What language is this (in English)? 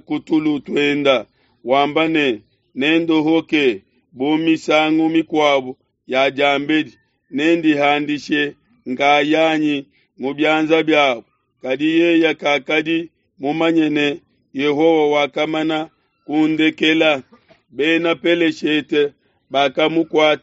Luba-Lulua